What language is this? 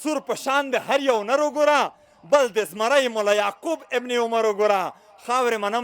Pashto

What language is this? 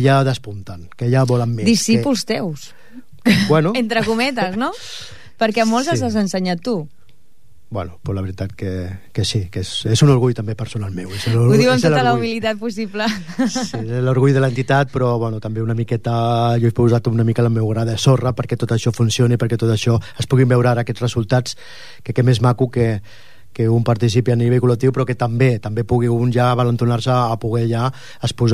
Catalan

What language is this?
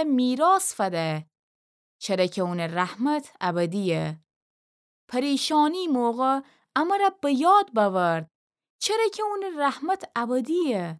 Gilaki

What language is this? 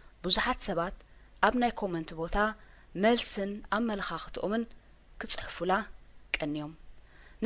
Tigrinya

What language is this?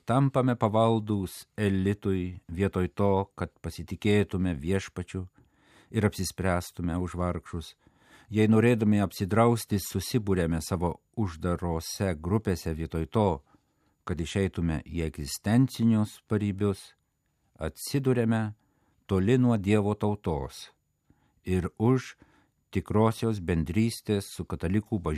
Lithuanian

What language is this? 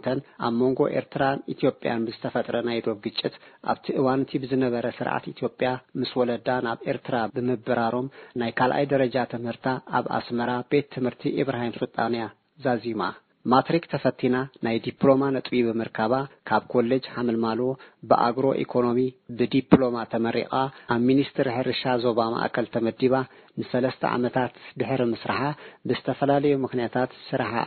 Tigrinya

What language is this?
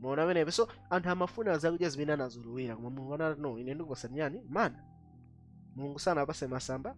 Nyanja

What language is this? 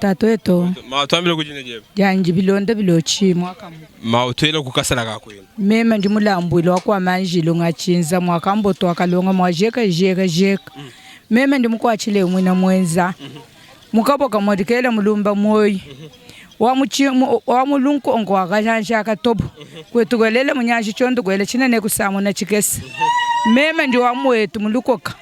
Luba-Lulua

